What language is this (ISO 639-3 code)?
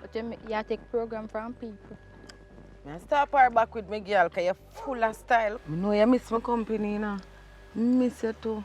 jam